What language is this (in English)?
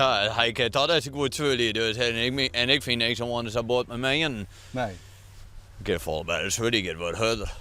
Western Frisian